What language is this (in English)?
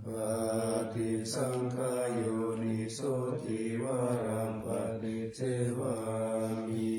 Pali